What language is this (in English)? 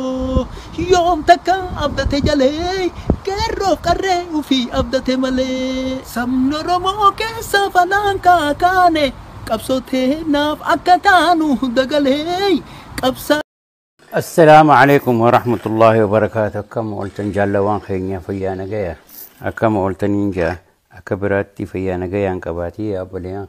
Oromo